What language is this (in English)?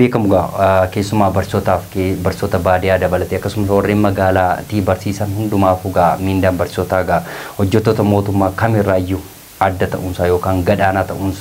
Oromo